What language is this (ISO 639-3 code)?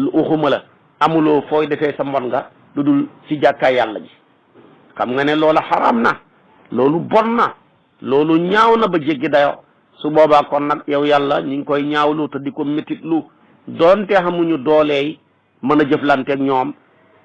wol